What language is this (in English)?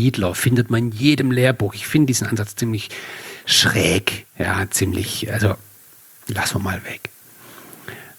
German